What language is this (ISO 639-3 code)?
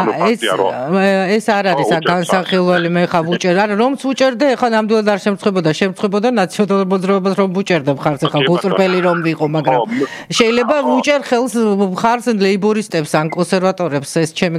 kat